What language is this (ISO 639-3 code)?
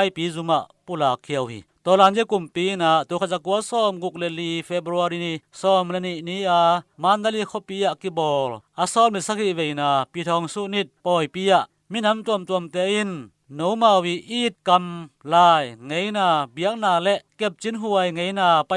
ctd